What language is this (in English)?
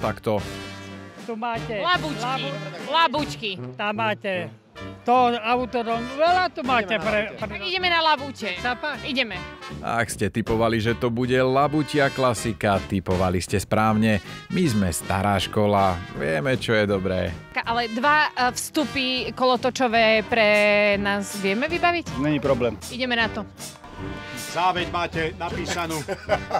Slovak